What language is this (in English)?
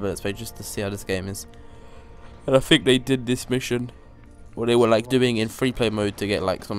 English